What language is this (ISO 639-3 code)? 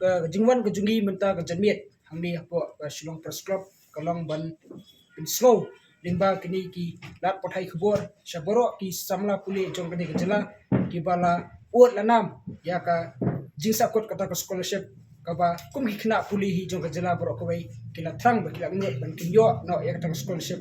kha